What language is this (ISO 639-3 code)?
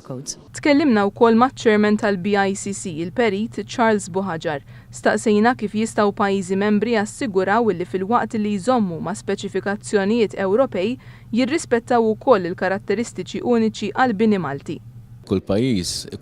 mlt